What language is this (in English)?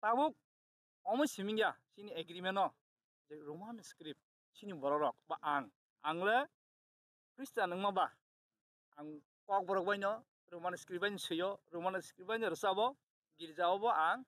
Kok Borok